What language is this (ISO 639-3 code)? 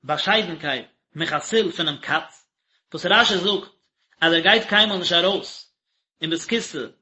yid